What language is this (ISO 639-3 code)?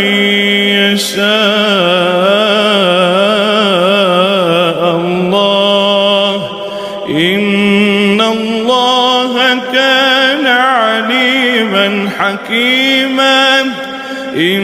ara